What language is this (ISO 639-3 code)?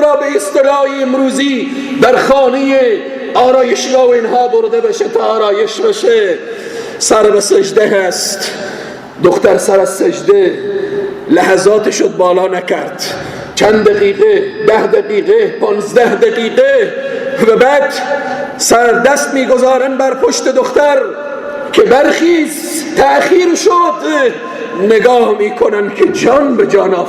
fas